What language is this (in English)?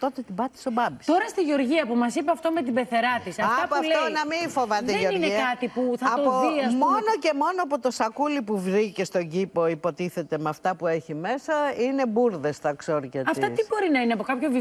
Greek